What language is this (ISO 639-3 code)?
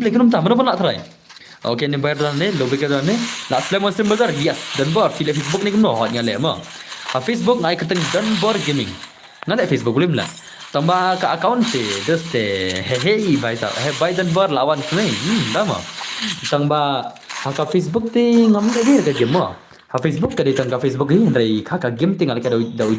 kha